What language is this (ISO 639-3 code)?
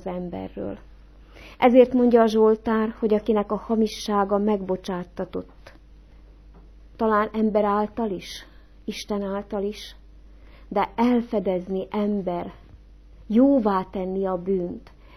hun